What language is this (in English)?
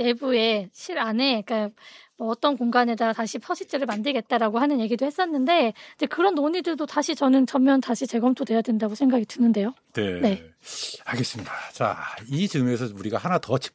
Korean